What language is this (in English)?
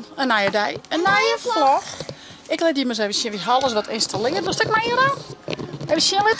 Western Frisian